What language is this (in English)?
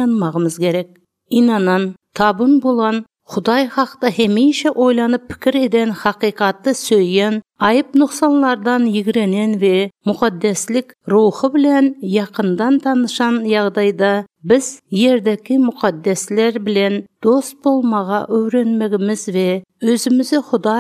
Turkmen